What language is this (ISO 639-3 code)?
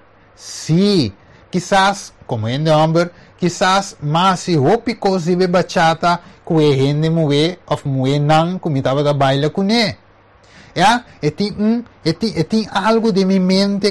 pap